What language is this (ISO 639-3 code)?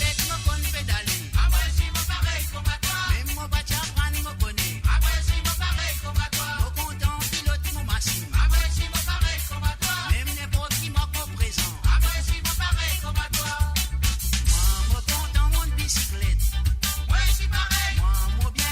mfe